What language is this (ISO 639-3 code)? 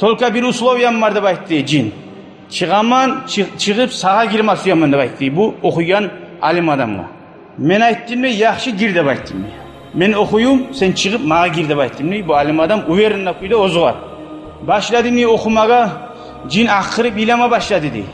kum